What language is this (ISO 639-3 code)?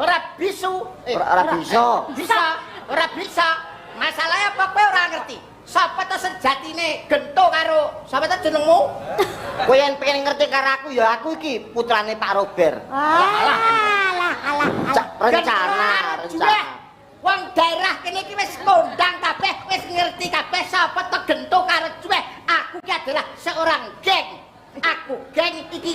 jav